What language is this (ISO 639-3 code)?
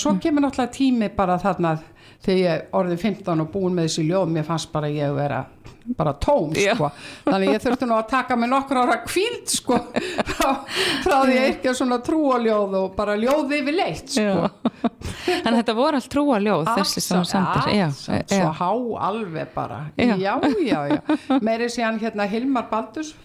isl